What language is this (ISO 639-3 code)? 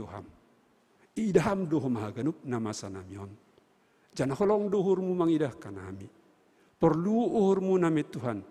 bts